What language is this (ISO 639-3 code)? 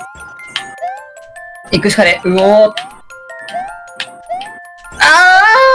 jpn